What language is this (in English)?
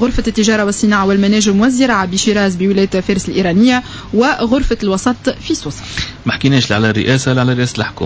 Tunisian Arabic